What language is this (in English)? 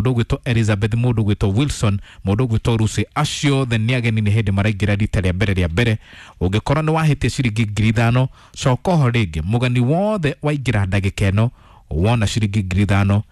Kikuyu